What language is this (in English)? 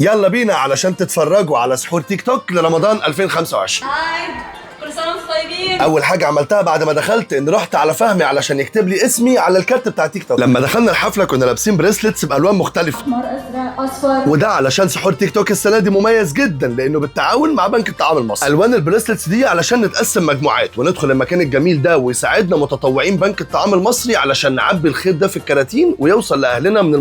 Egyptian Arabic